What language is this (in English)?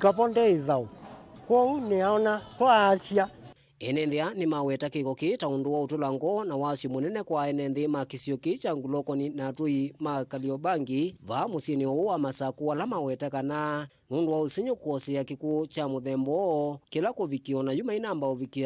Kamba